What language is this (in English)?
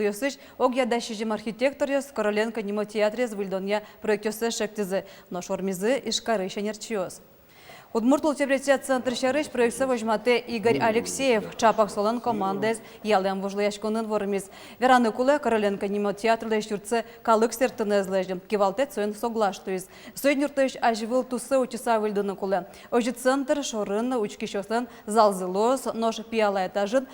Udmurt